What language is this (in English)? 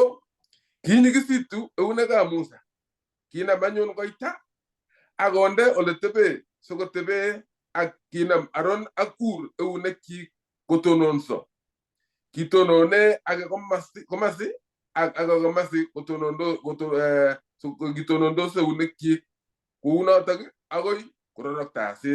Kalenjin